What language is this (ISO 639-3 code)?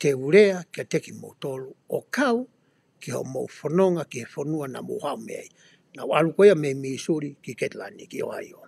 ton